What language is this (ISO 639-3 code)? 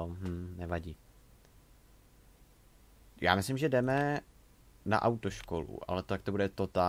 ces